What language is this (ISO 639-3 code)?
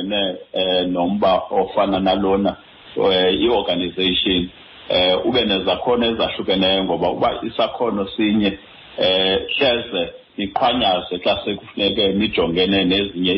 xho